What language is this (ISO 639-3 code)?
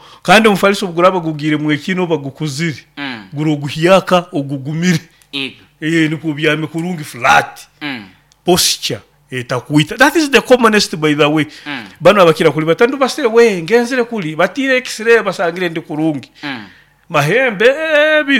nyo